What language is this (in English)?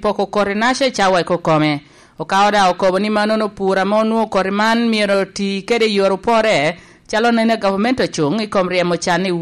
Lango (Uganda)